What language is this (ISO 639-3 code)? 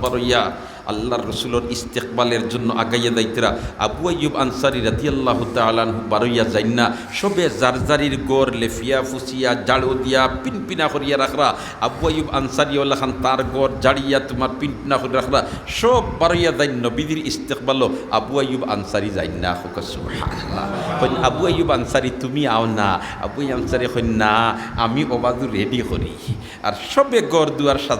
syl